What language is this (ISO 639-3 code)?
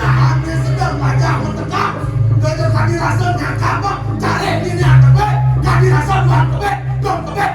ban